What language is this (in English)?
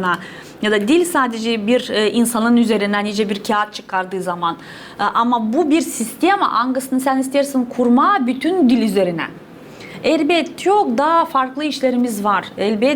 Gagauz